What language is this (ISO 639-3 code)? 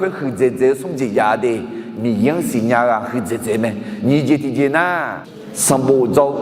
ahk